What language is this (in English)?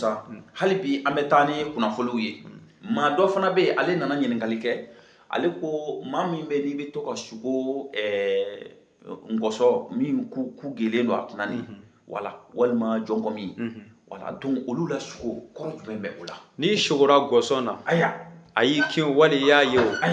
Bambara